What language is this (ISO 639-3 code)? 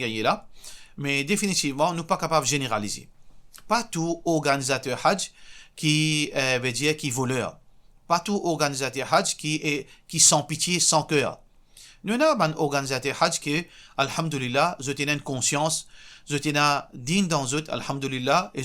mfe